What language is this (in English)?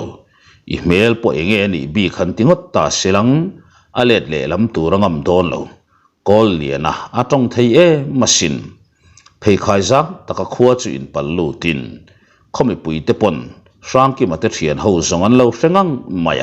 Mizo